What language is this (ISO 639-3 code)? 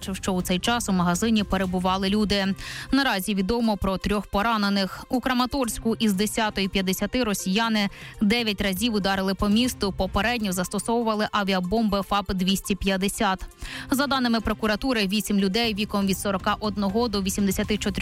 ukr